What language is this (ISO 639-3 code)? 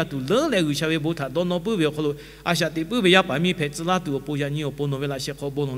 lhu